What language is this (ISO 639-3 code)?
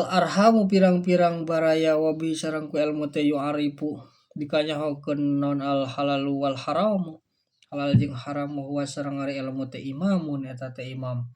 sun